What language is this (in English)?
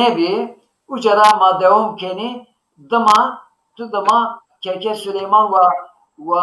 Zaza